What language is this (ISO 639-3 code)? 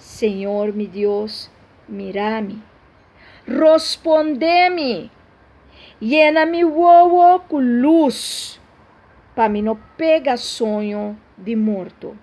pap